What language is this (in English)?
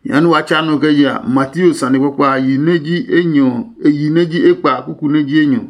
Adangme